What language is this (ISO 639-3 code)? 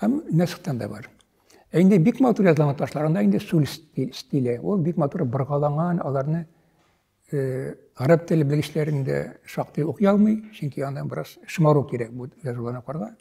tat